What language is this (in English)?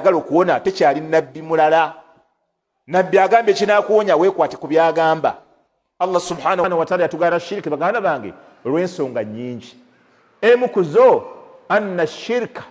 Ganda